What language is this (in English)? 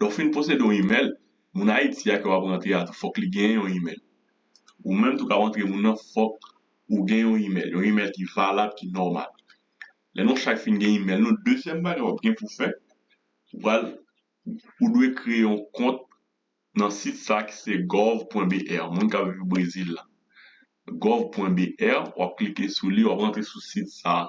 Haitian Creole